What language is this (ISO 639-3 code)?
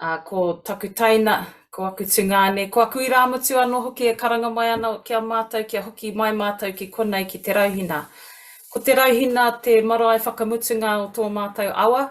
mri